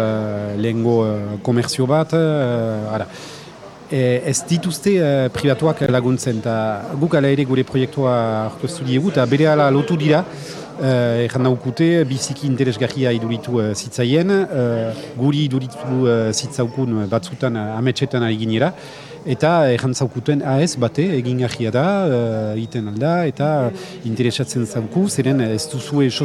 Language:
Basque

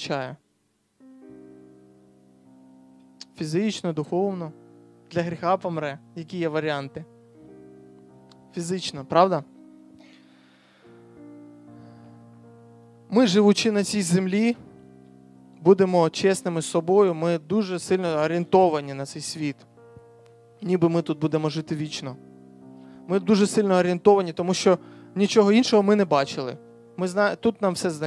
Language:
Ukrainian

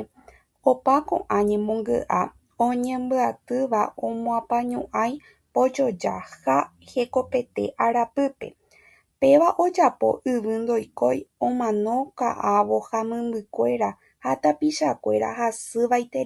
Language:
Guarani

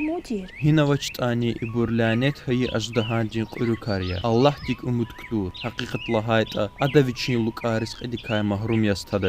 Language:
Lezghian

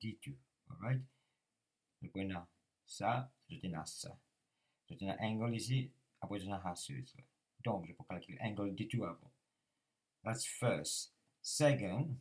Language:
Morisyen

